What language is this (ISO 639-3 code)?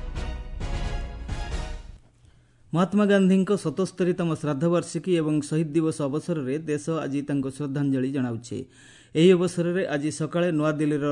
ori